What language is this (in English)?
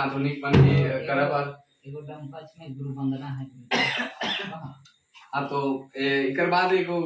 Sadri